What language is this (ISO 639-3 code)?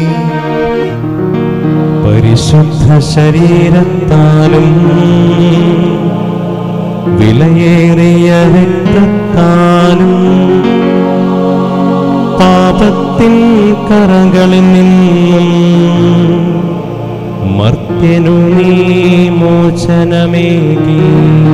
mal